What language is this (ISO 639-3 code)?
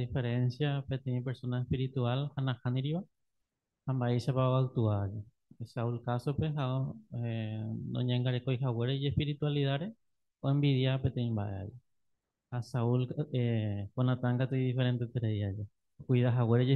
grn